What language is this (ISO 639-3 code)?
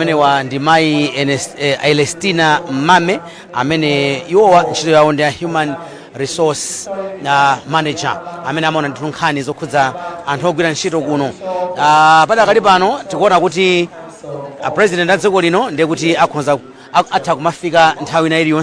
nya